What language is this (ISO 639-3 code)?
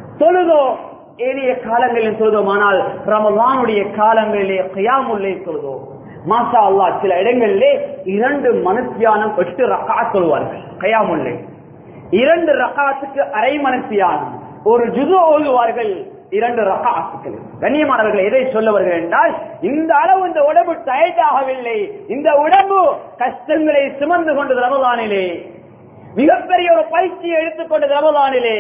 tam